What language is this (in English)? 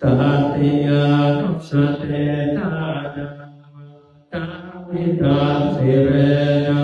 Pali